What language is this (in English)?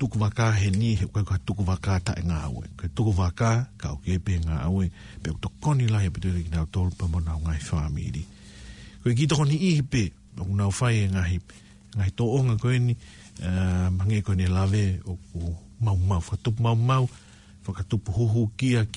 Tongan